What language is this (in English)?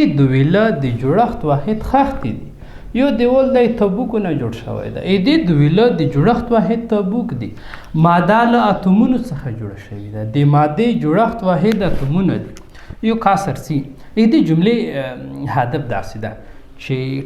Pashto